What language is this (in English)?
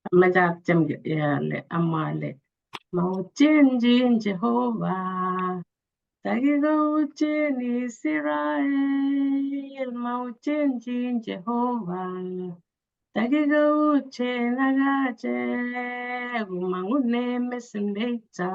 Kalenjin